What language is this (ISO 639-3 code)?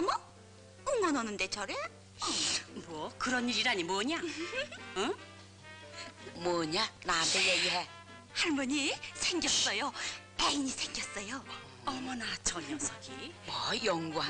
kor